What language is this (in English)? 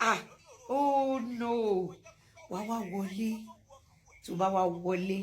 Yoruba